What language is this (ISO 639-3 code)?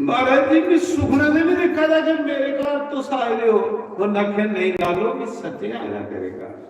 doi